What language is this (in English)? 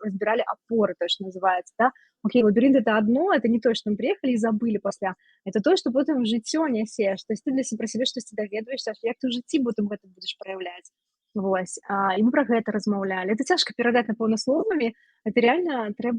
Belarusian